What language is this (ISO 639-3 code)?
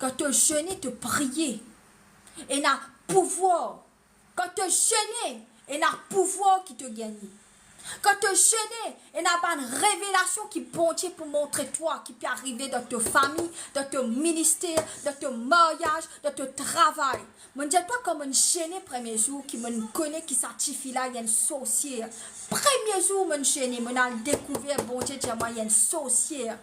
mfe